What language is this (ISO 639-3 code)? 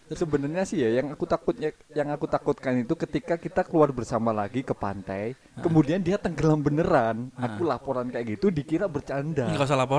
ind